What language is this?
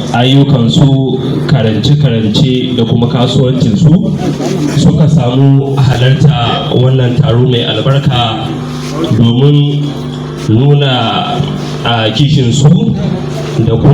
Hausa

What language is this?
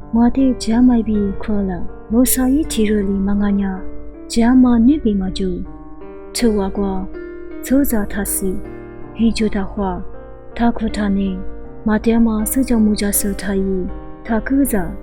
Lisu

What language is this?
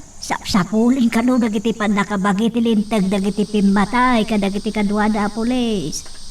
Iloko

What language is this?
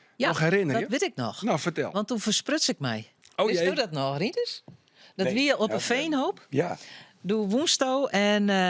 Western Frisian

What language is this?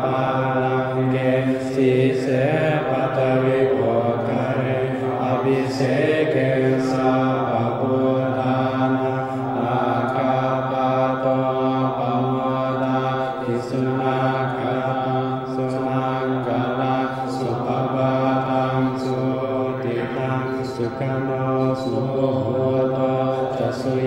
Pali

